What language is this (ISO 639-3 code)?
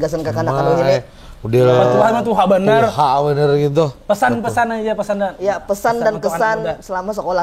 bjn